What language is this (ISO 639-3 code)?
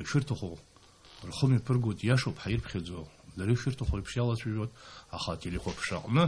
abk